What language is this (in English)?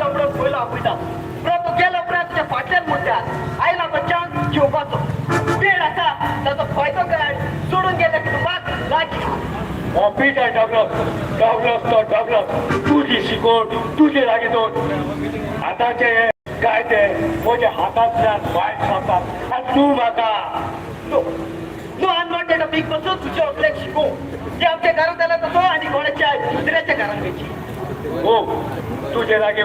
Konkani